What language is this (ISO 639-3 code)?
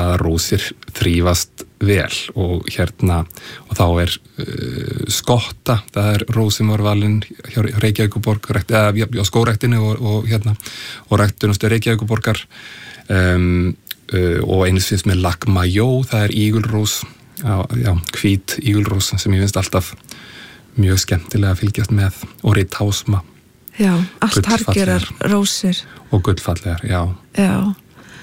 isl